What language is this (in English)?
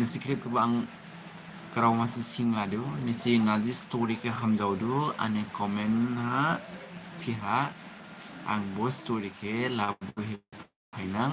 Dimasa